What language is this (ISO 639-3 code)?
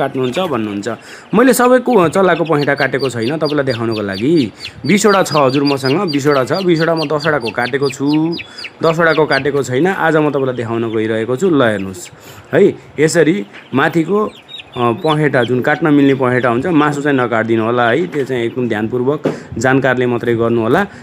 nep